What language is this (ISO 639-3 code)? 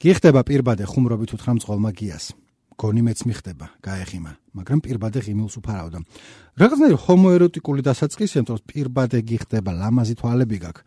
kat